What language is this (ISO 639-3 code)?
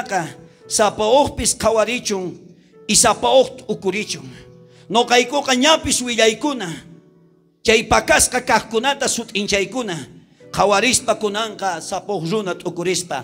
quh